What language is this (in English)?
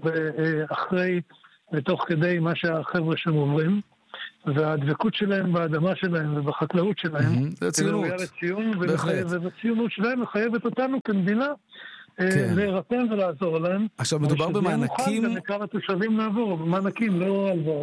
Hebrew